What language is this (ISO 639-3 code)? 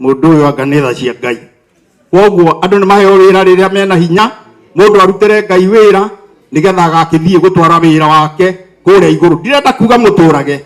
kik